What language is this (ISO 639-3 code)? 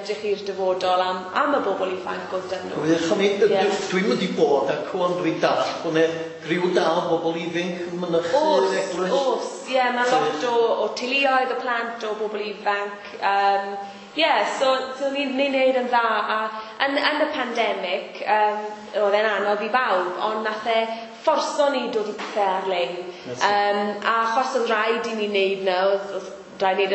cym